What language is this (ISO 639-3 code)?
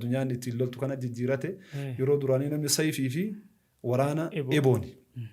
orm